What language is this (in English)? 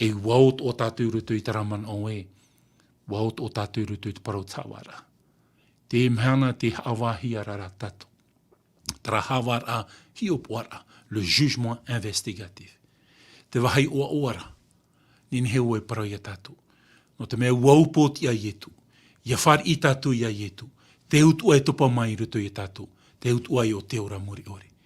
Tahitian